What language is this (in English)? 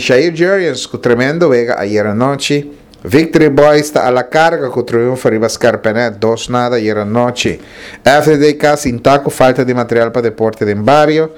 Papiamento